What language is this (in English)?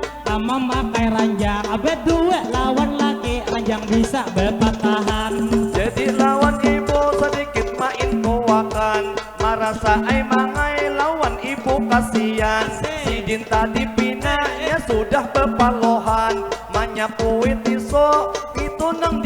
Banjar